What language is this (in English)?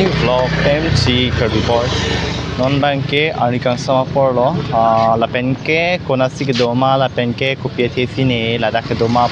Karbi